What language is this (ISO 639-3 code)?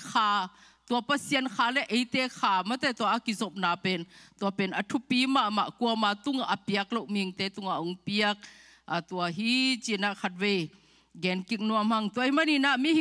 ctd